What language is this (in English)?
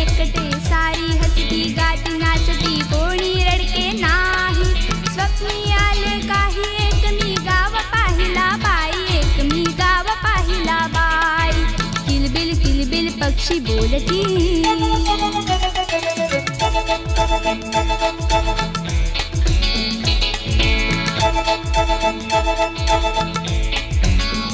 Marathi